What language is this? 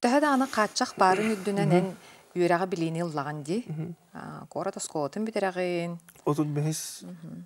Yakut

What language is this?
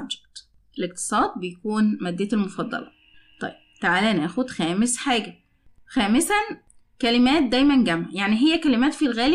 Egyptian Arabic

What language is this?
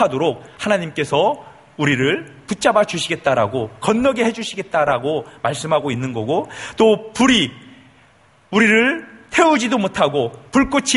Korean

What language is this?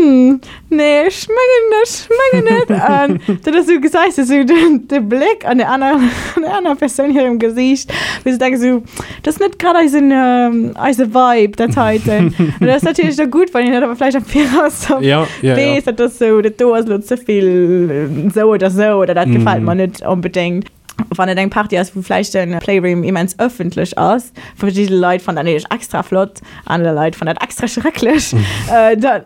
Luxembourgish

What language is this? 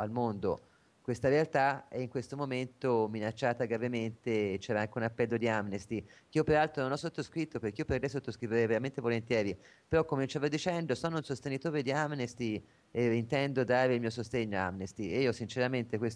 Italian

